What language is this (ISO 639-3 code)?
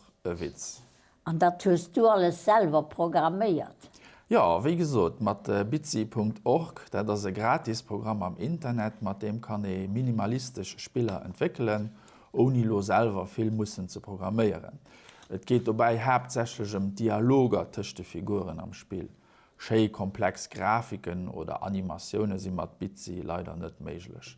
ltz